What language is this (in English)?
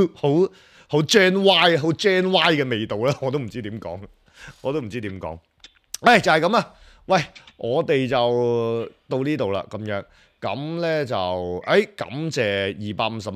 Cantonese